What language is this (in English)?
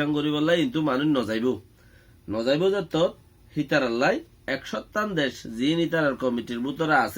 Rohingya